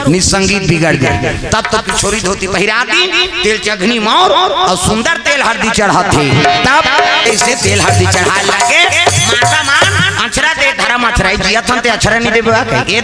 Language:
Chhattisgarhi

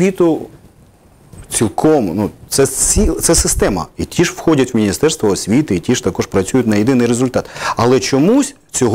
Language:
Ukrainian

